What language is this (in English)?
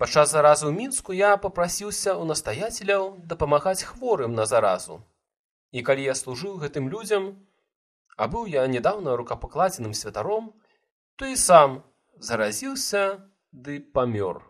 Belarusian